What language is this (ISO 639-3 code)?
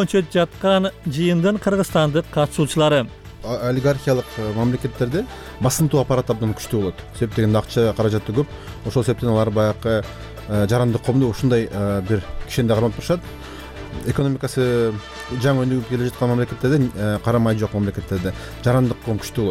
kir